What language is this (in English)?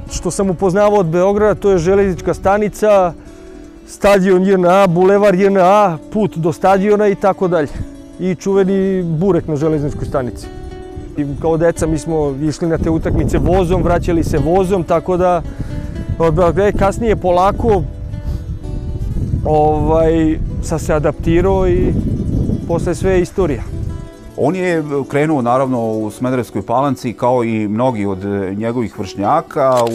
Serbian